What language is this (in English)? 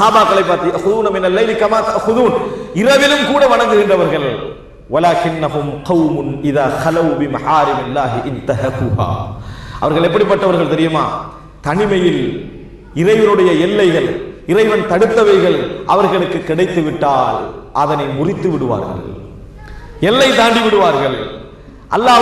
Tamil